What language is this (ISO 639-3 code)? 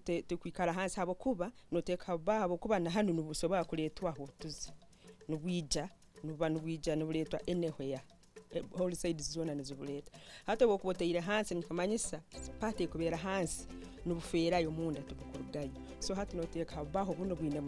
nyn